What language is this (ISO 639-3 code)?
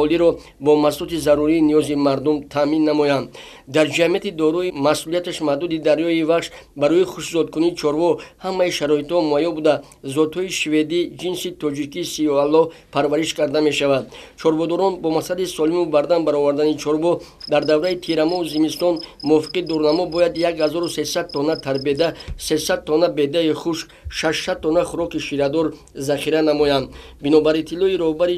tgk